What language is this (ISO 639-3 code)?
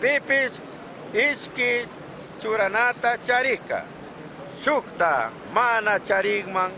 qug